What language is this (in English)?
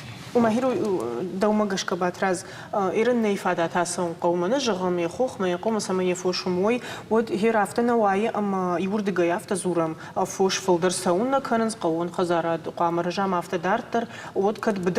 Ossetic